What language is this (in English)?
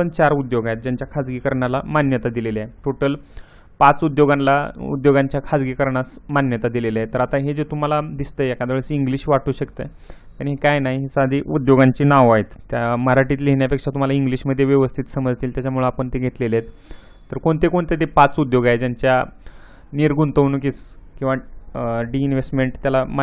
Marathi